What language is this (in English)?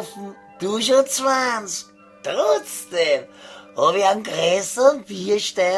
Bavarian